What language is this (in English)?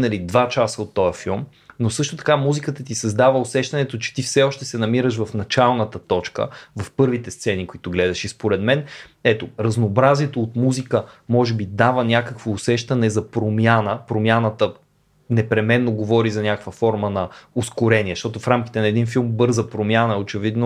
Bulgarian